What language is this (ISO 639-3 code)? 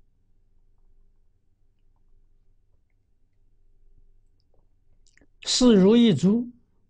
zho